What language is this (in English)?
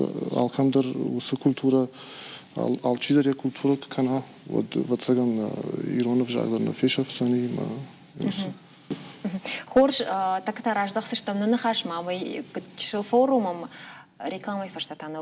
Ossetic